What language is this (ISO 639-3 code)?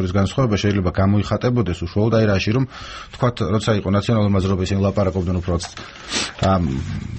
kat